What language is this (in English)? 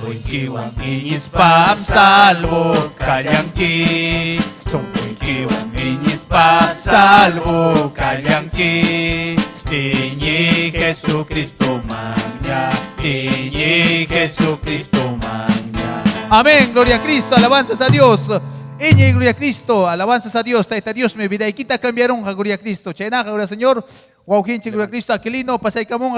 Ayacucho Quechua